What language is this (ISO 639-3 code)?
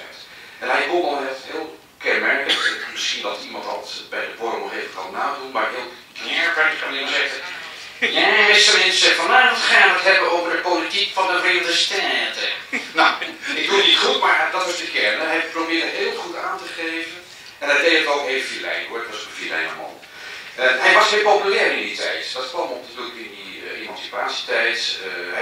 nld